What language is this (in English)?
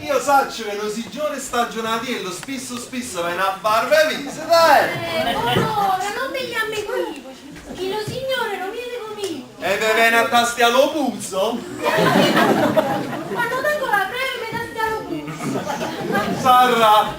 Neapolitan